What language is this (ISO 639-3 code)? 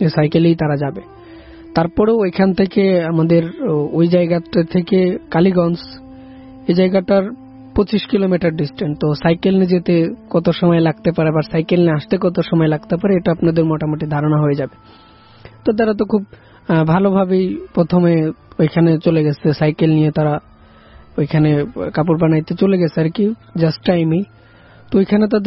ben